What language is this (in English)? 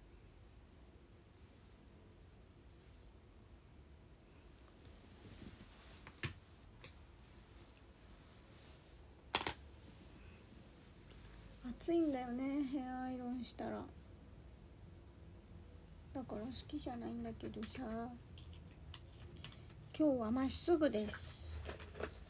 Japanese